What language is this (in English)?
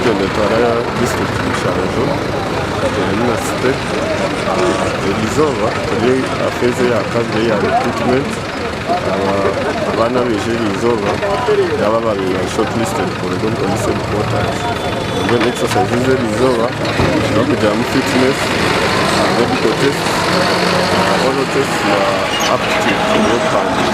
Nyankole